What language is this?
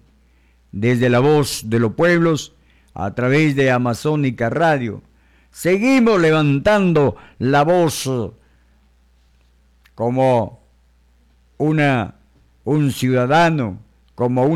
Spanish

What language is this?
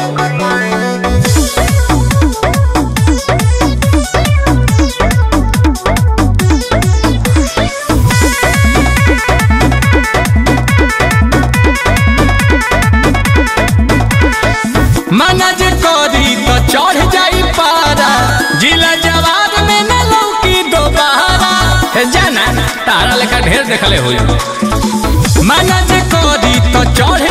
Bhojpuri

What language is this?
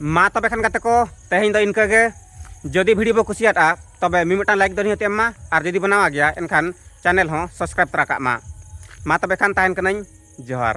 Santali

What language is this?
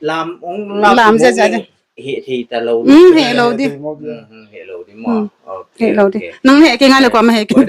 Paite Chin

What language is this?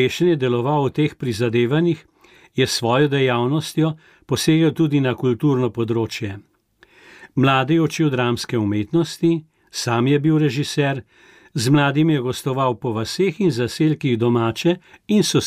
Slovenian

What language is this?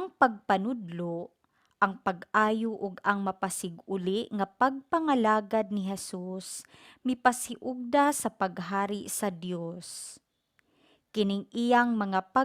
Cebuano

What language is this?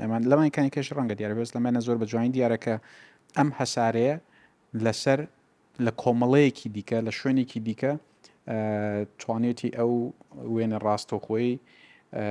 Central Kurdish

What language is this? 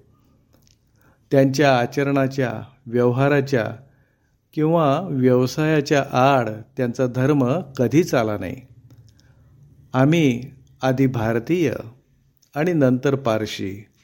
Marathi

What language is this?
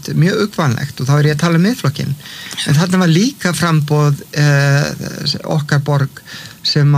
Icelandic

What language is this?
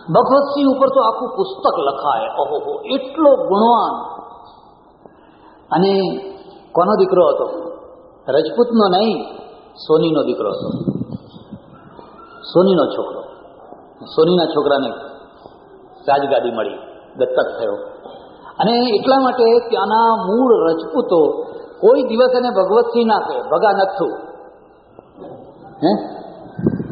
Gujarati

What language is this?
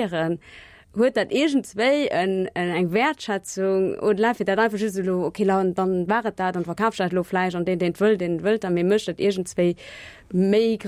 Luxembourgish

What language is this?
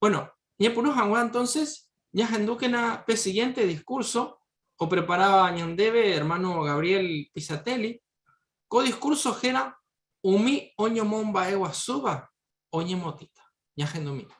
Guarani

